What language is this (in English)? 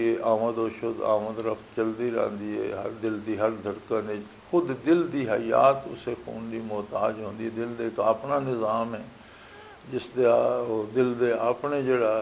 Western Panjabi